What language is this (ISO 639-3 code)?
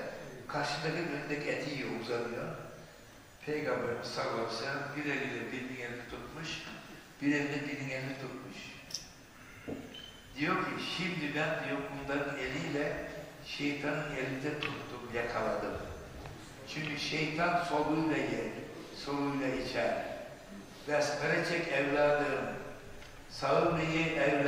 tur